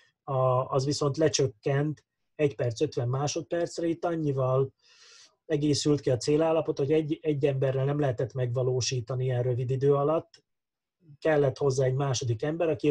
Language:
Hungarian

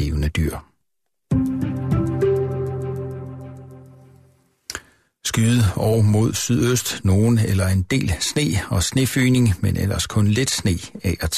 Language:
Danish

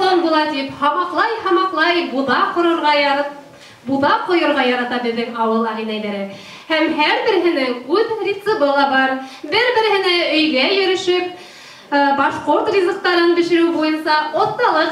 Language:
Bashkir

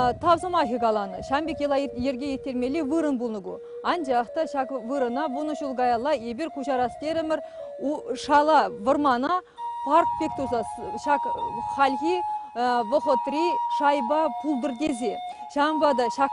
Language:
Chuvash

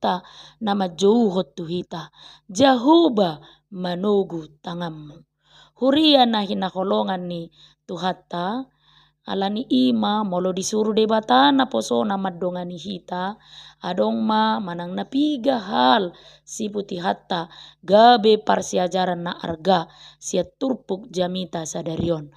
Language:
Batak Toba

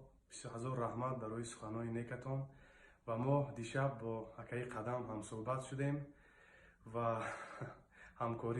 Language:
Tajik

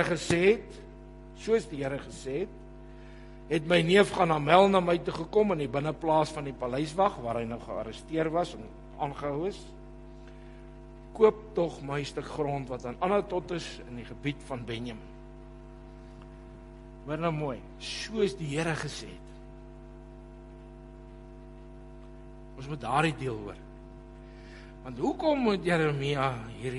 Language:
Afrikaans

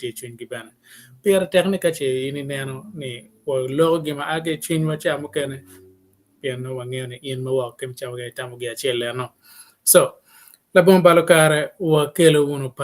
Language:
Acoli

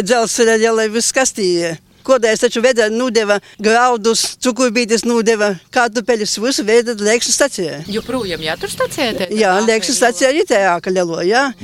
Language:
Latvian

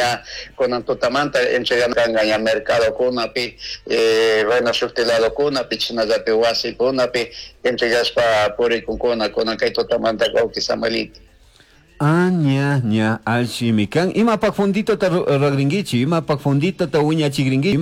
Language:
Chimborazo Highland Quichua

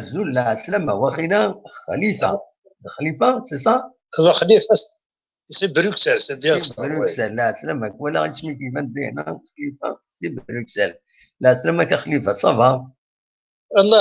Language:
Algerian Arabic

